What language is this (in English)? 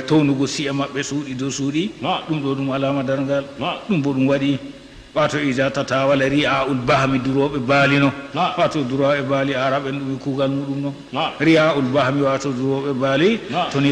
Fula